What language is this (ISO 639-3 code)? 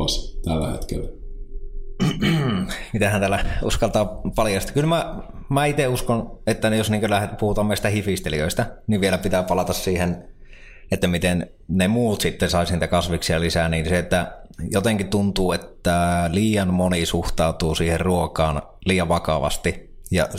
fin